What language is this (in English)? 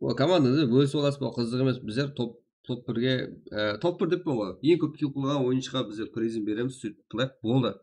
Kara-Kalpak